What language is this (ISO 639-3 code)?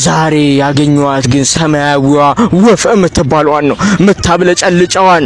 amh